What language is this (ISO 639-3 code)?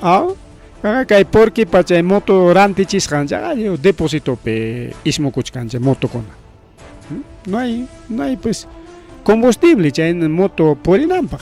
quy